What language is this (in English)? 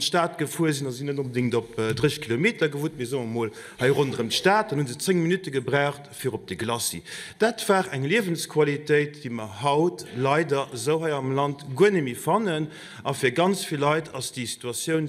Luxembourgish